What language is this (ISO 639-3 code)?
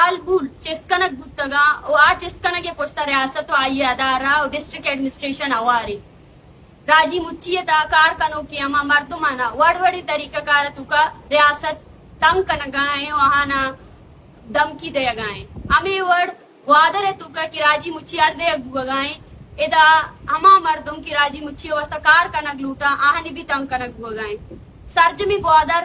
bgp